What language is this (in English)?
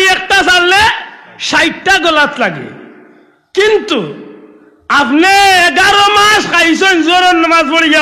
Sylheti